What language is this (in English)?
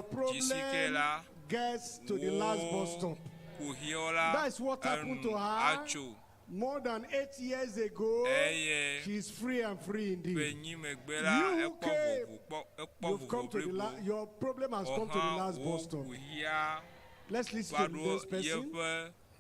Ewe